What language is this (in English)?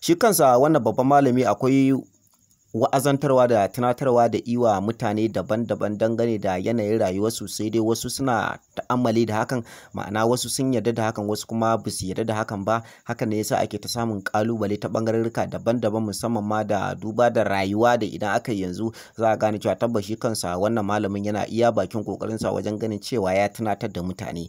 Hausa